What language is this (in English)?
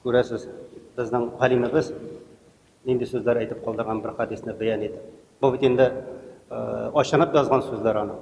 Tatar